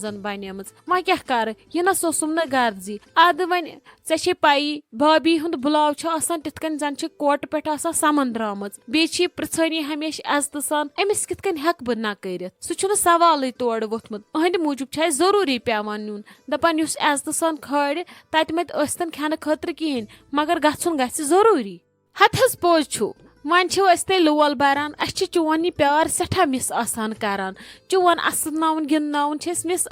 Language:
Kashmiri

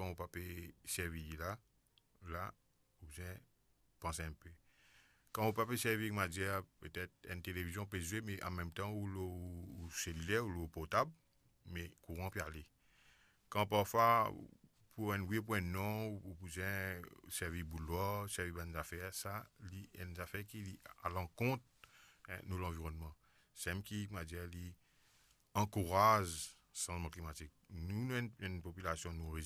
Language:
Morisyen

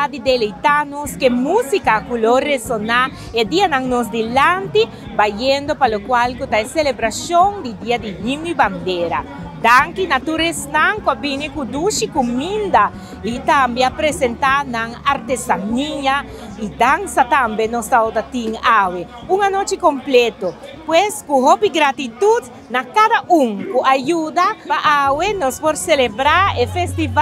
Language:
Papiamento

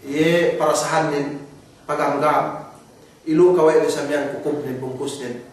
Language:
Yakan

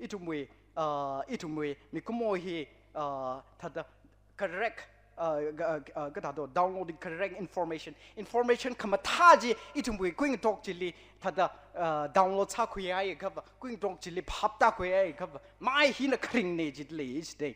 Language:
Tangkhul Naga (India)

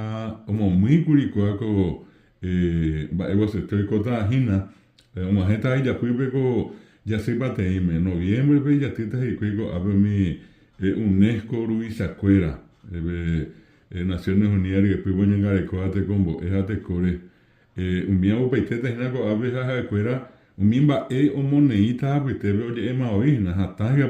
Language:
Guarani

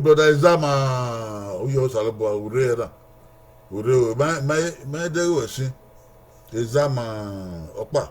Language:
Bini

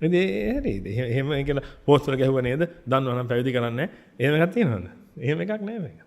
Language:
Sinhala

